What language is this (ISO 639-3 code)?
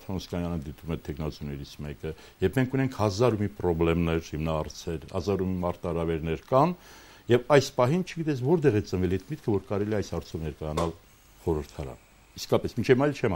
hye